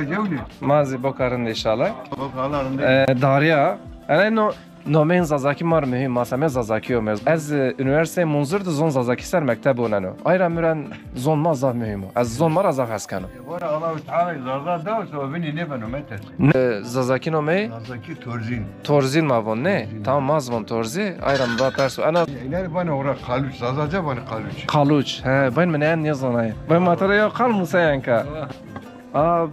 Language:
Zaza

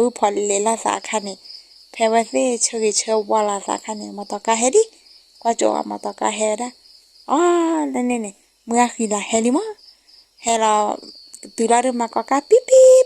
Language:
S'gaw Karen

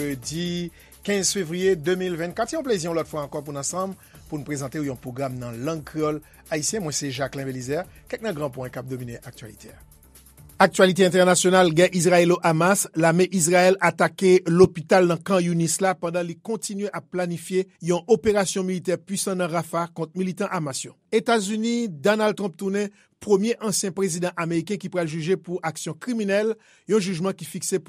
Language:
Haitian Creole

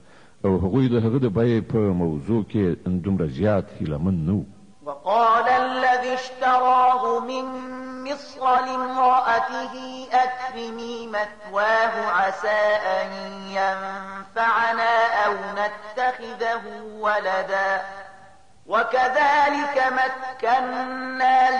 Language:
Pashto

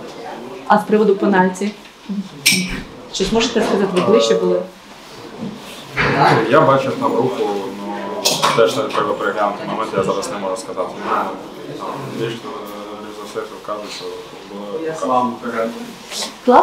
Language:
Ukrainian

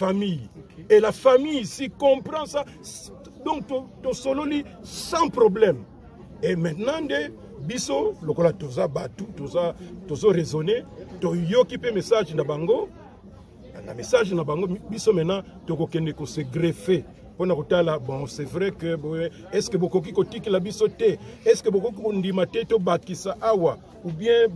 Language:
Lingala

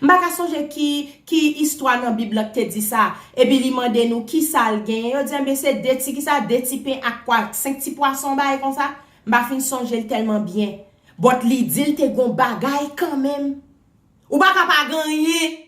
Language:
Haitian Creole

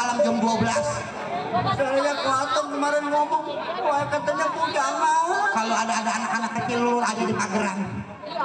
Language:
Betawi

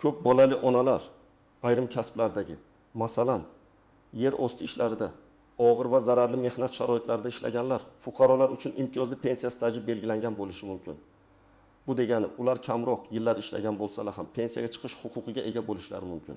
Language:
Uzbek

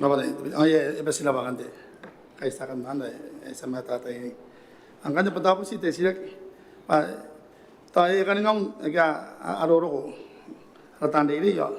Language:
Gilbertese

